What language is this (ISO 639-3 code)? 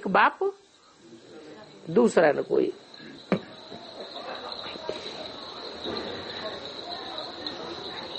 hin